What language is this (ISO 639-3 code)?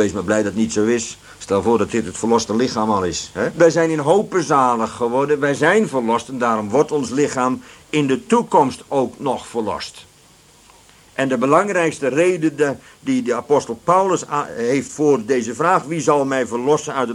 nld